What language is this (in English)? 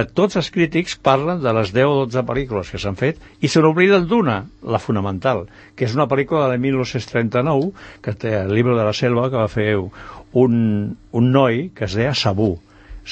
Catalan